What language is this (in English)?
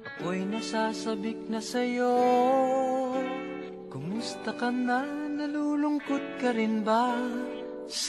Filipino